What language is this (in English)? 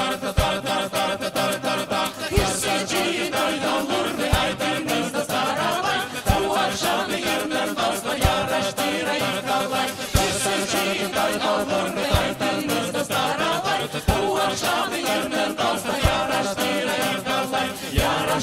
Crimean Tatar